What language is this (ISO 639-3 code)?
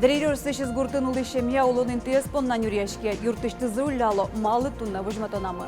udm